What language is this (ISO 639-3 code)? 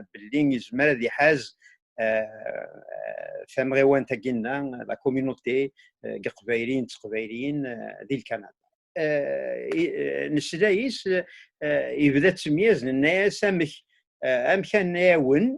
kab